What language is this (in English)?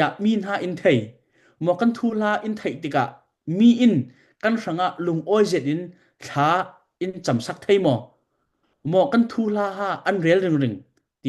Falam Chin